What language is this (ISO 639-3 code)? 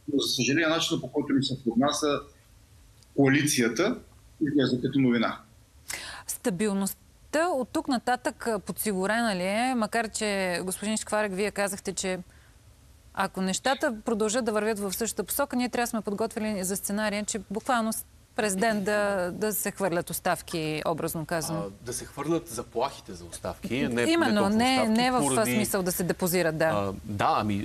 bul